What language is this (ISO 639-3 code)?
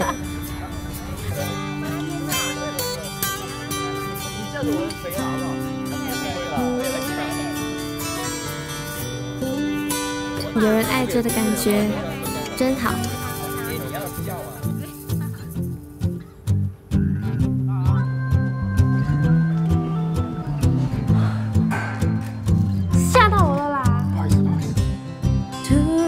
zho